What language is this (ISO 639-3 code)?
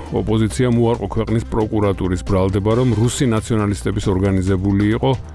kat